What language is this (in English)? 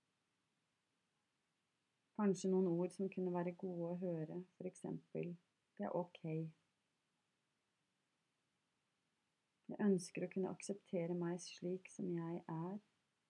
Norwegian